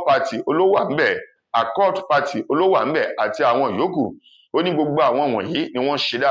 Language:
Yoruba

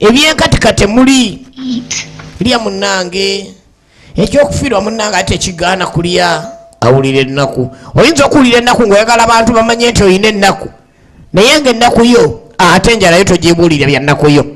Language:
Ganda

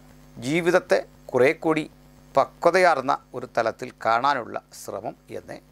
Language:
Malayalam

